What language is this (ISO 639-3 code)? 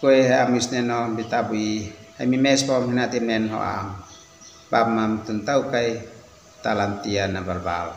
aoz